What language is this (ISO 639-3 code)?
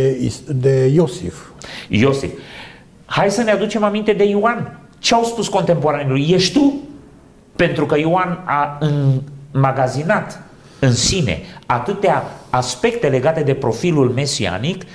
ron